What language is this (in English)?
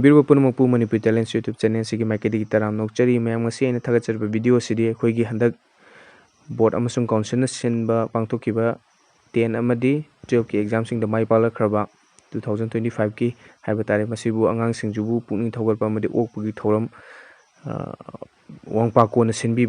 Manipuri